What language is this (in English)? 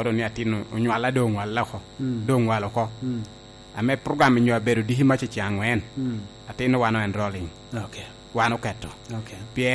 Lango (Uganda)